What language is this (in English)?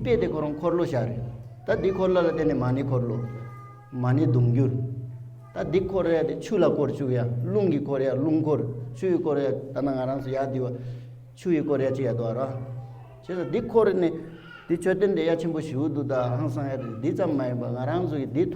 Tibetan